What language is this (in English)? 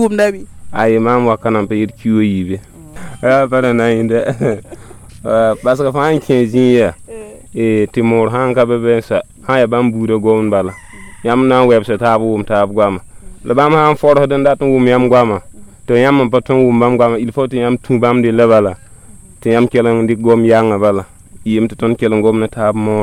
Mossi